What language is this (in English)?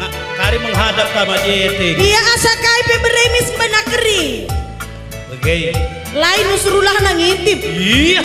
Batak Karo